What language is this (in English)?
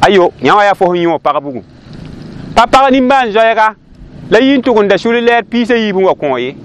Mossi